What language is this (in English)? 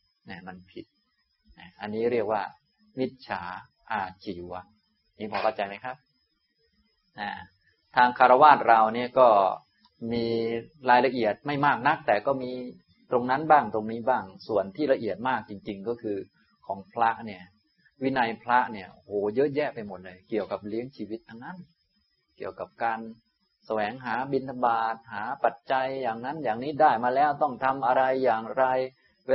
Thai